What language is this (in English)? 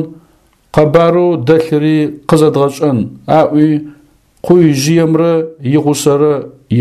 Adyghe